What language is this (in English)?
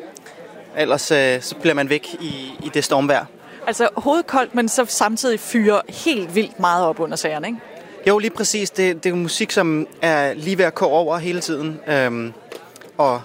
Danish